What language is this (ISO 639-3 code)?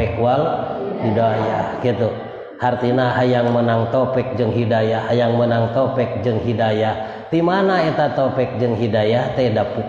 sun